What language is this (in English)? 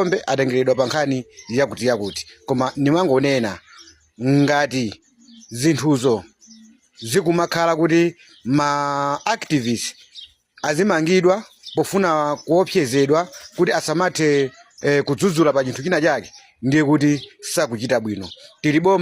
Nyanja